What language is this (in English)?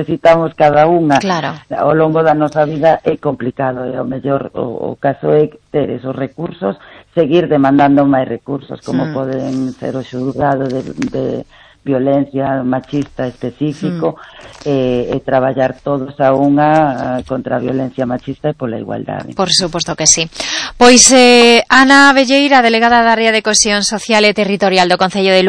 Galician